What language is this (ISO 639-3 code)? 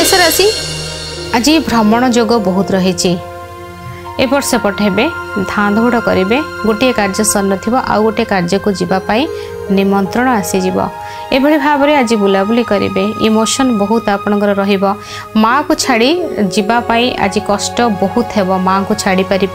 ori